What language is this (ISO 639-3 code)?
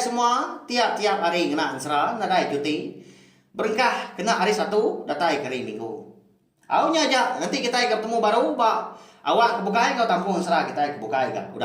iba